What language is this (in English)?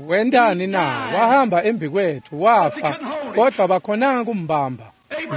Swati